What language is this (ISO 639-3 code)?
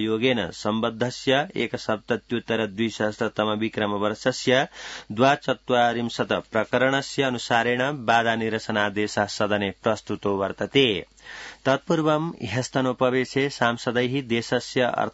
san